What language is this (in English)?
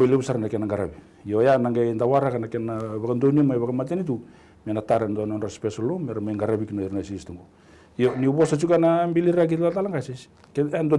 Fijian